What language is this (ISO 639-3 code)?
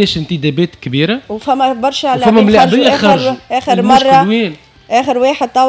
aeb